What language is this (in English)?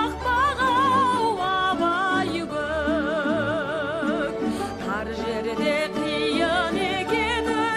Kazakh